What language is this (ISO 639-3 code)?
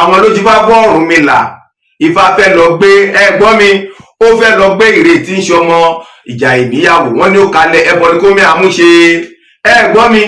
yor